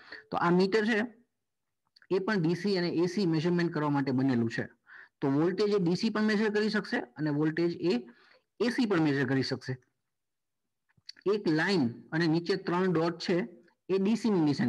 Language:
Gujarati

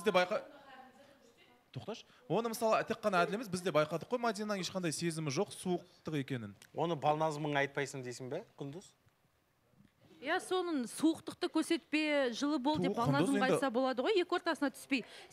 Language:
Kazakh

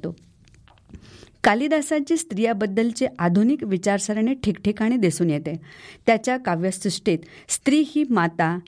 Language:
Marathi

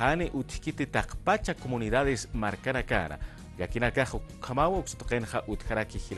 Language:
Aymara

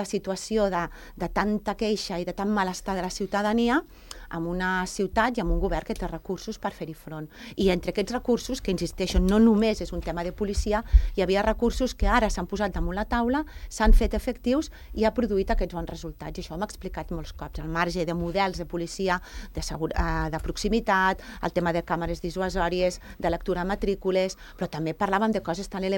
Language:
Catalan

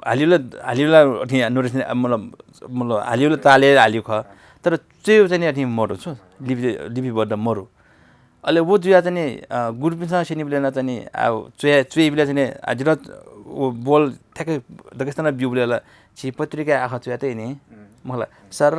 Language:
Newari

